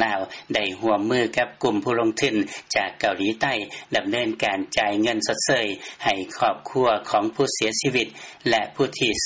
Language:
Lao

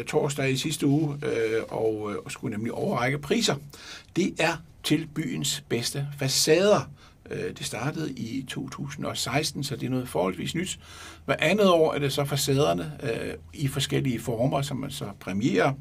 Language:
Danish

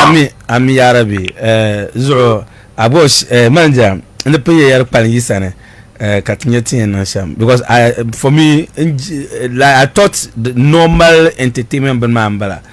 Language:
Dagbani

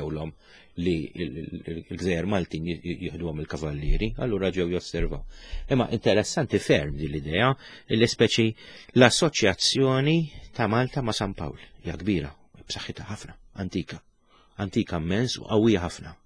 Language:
Maltese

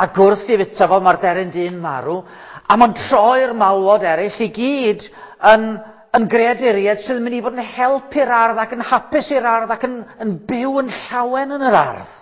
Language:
Welsh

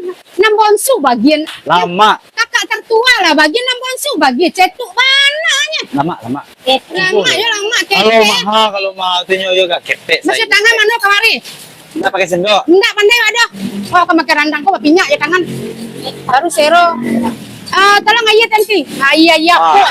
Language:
Minangkabau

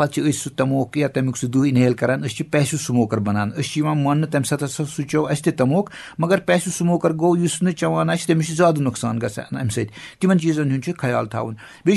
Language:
Kashmiri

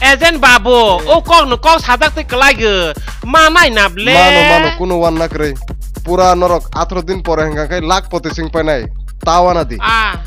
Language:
Kok Borok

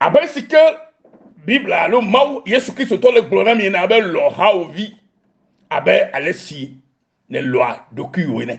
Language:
Ewe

